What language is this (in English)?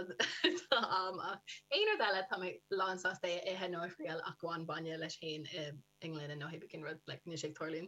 Irish